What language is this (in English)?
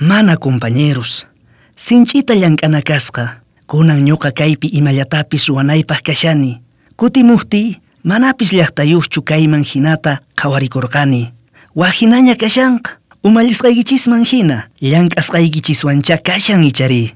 South Bolivian Quechua